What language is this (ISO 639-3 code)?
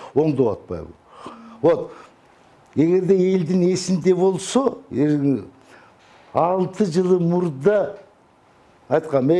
kir